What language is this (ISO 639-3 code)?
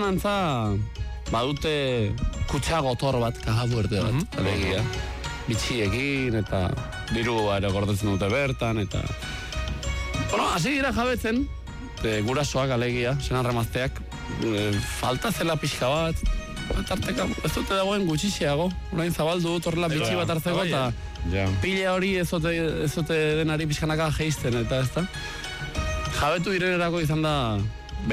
eus